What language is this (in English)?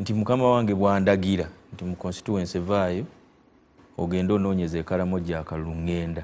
Ganda